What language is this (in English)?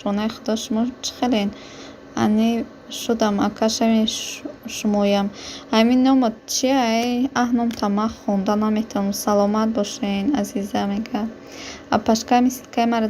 Tajik